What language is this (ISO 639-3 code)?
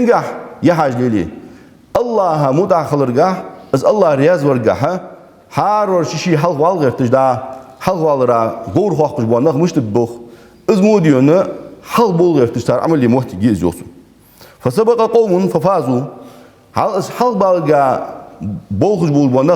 inh